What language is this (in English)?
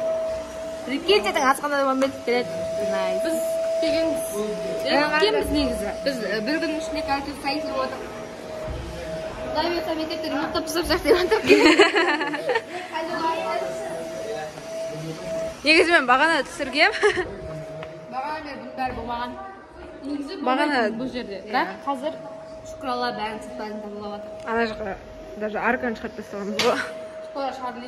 Kazakh